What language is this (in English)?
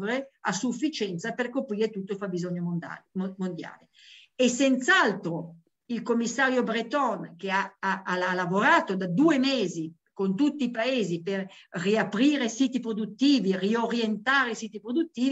Italian